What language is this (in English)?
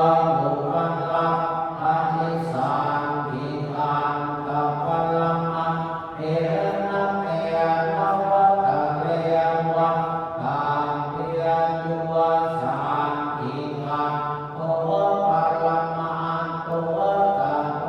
Pali